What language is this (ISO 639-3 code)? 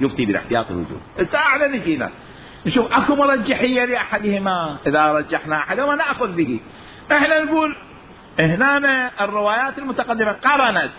acm